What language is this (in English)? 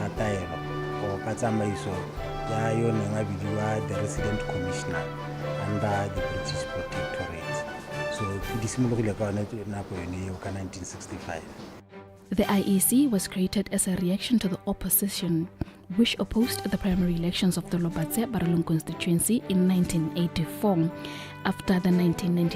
Tswana